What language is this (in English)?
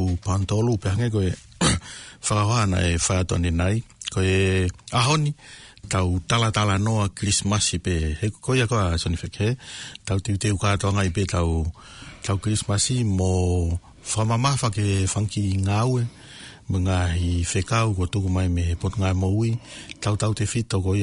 Tongan